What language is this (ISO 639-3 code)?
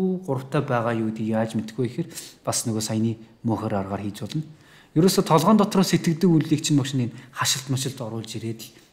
mon